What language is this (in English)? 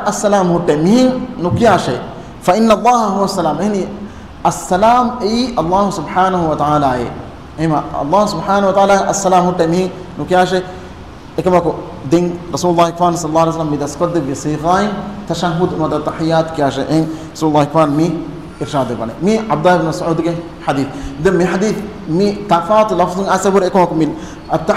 Divehi